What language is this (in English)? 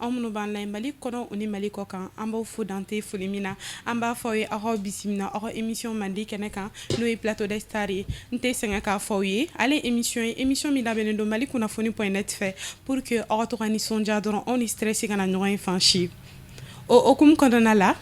Bambara